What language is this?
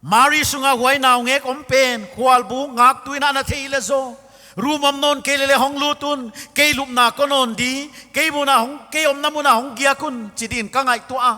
Paite Chin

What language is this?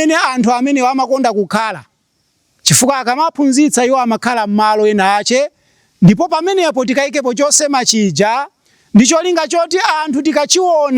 Nyanja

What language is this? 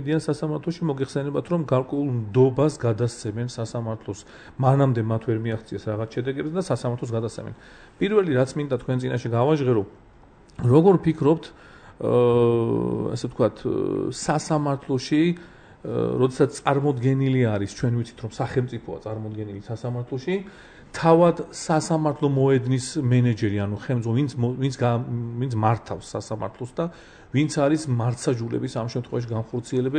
Georgian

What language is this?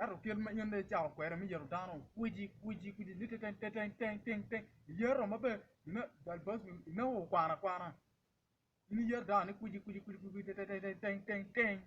Acoli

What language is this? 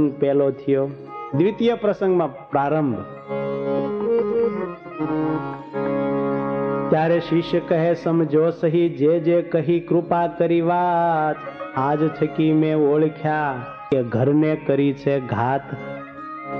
Gujarati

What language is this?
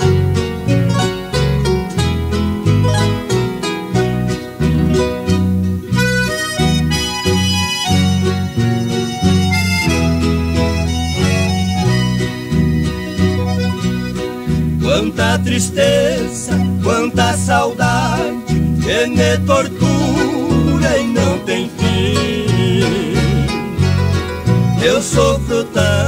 Portuguese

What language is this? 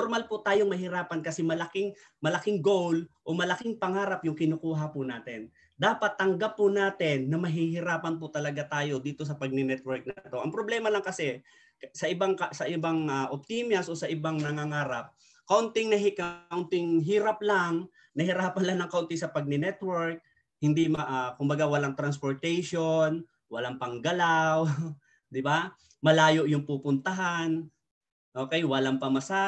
Filipino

